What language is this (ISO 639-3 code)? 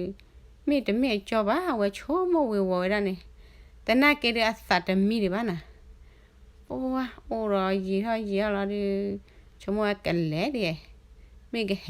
ksw